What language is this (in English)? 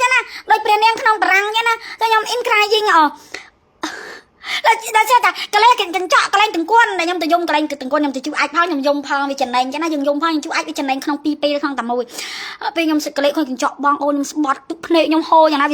Khmer